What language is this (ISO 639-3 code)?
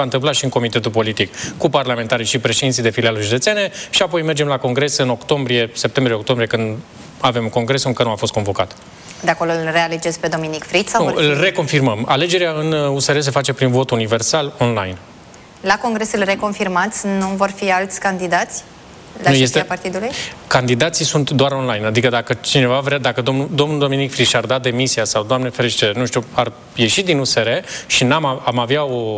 ron